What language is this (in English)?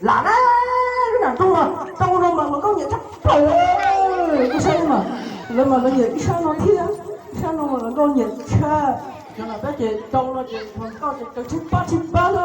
Hmong